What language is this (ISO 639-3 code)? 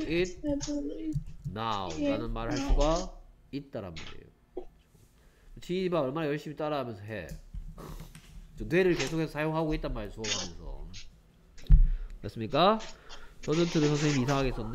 kor